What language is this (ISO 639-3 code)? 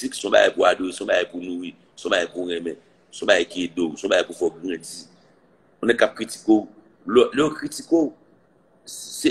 hat